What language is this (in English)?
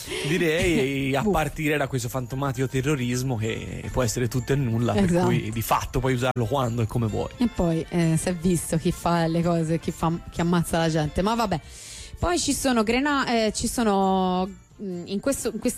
Italian